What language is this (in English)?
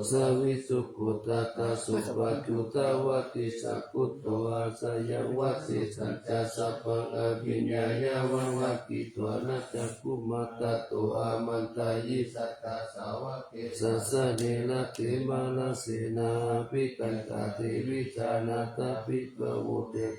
Pali